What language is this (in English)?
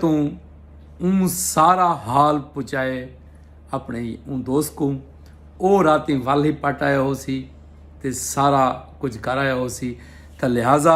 Saraiki